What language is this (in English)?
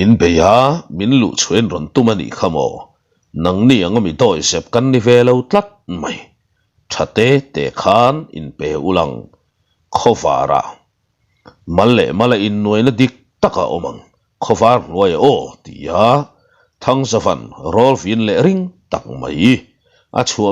Mizo